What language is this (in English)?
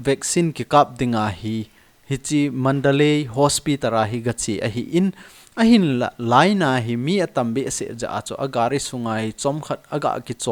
Thado Chin